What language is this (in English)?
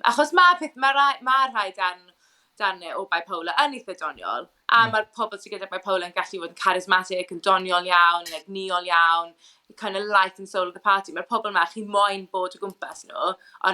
Welsh